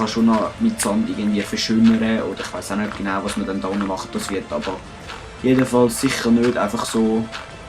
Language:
Swiss German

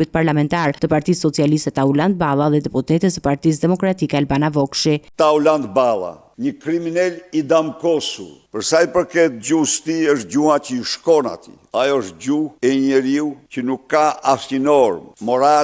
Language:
Albanian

